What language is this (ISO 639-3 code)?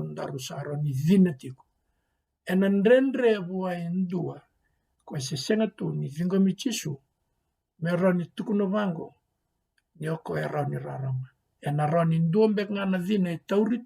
fij